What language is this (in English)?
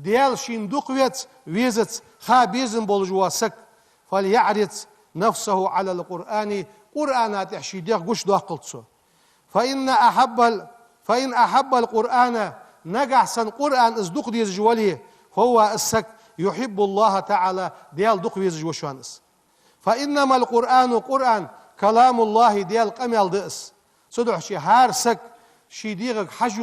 Ingush